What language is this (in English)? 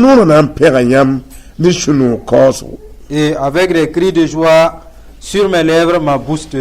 Mossi